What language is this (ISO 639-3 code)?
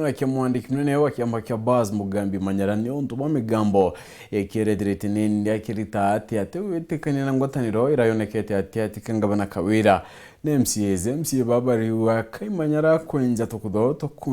mer